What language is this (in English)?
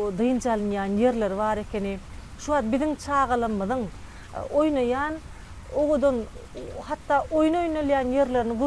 Turkmen